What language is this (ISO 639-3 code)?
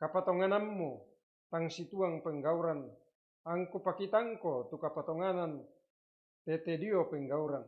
sda